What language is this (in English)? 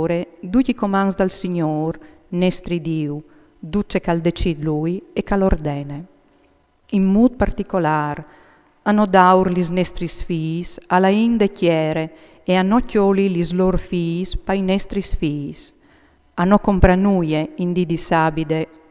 Friulian